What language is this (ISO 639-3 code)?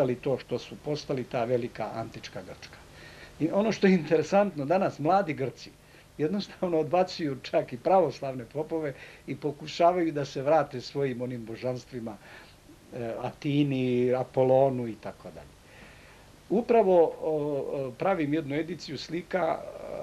srp